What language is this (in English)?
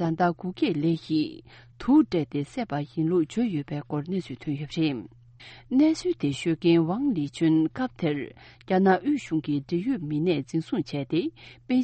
Tibetan